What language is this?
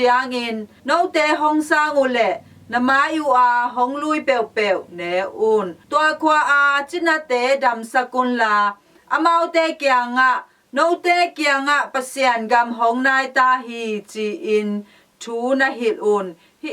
Tedim Chin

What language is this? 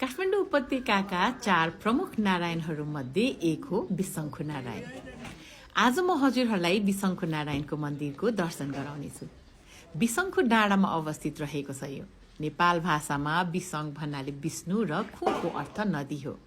Nepali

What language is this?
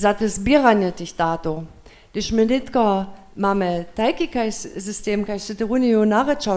Upper Sorbian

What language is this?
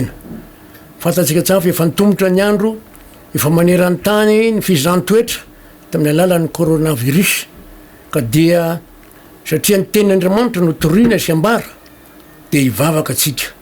Malagasy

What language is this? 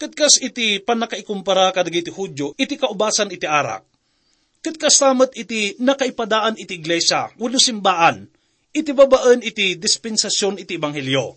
Iloko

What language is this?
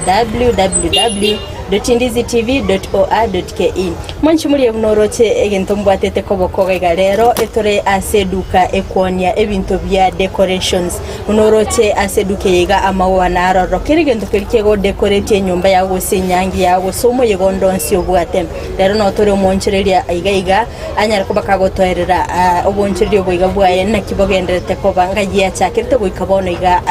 Gusii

